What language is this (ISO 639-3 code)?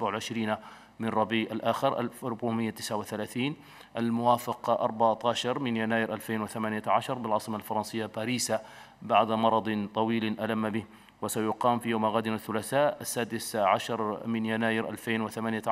ara